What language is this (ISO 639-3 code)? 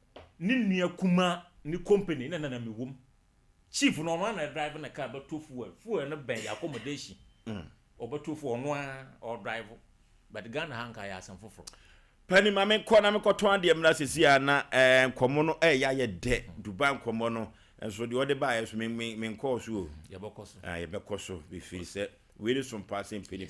aka